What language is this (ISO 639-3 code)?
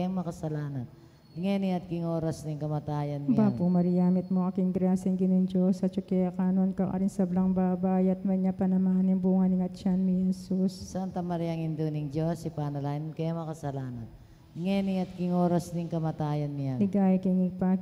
pam